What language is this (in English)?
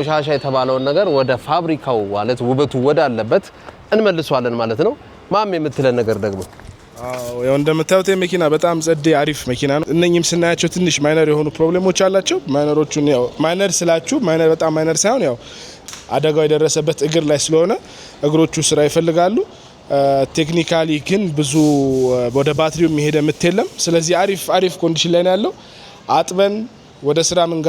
Amharic